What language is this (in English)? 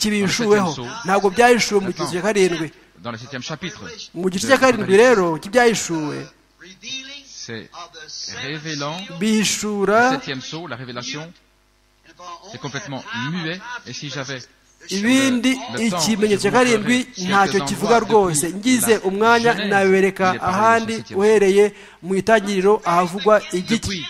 Kinyarwanda